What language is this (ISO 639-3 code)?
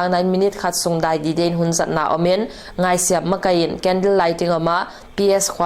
pck